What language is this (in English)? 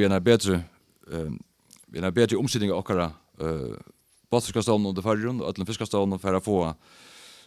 Faroese